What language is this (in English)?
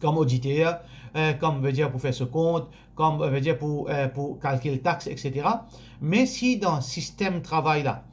Morisyen